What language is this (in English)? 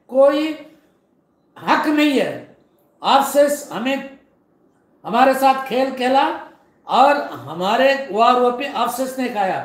Hindi